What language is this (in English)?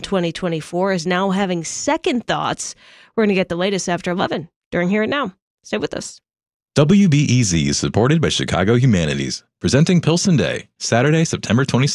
English